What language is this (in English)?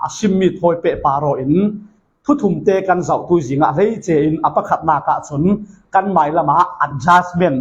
Falam Chin